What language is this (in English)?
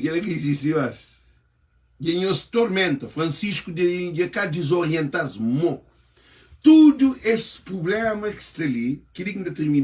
Kabuverdianu